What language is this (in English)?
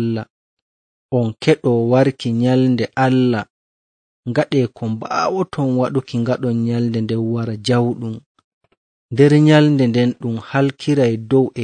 Nigerian Fulfulde